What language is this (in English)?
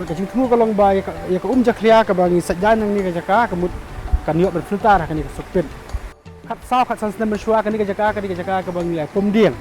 Khasi